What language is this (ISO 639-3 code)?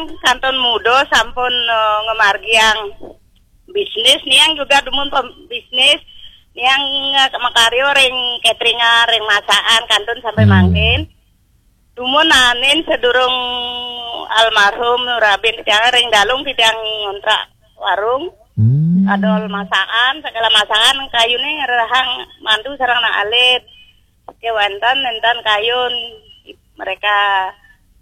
ban